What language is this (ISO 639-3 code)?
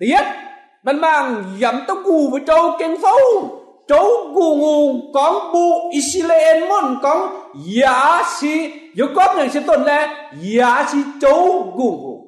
mji